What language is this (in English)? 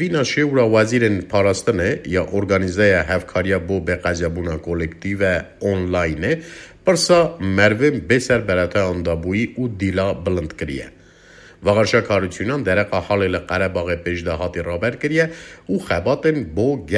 Kurdish